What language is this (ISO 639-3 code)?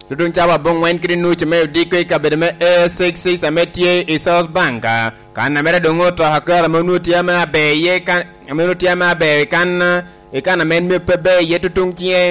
laj